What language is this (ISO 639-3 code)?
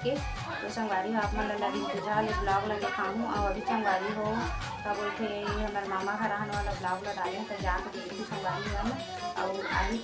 hne